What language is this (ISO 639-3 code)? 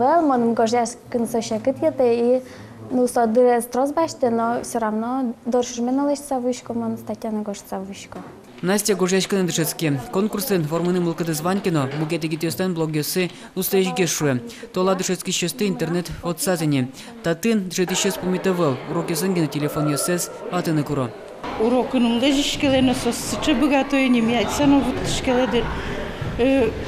udm